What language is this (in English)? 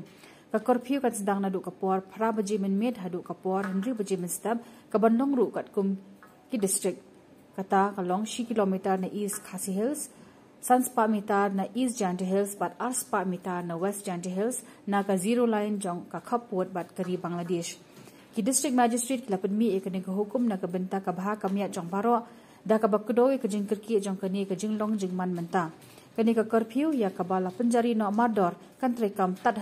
Khasi